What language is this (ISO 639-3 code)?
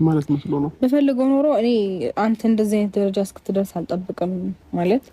amh